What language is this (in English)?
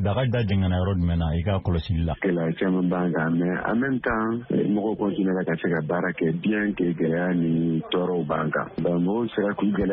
Bambara